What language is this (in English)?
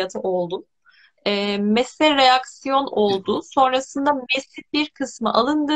Turkish